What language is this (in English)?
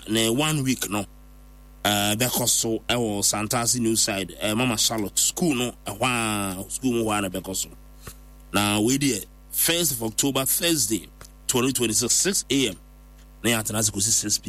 Akan